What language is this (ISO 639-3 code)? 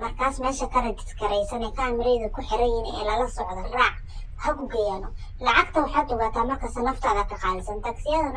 som